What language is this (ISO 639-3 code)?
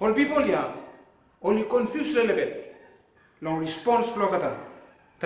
bis